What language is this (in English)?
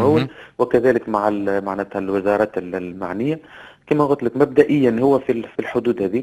Tunisian Arabic